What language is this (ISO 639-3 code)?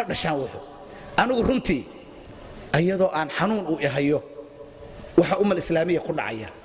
som